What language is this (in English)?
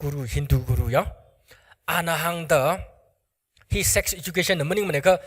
Tangkhul Naga (India)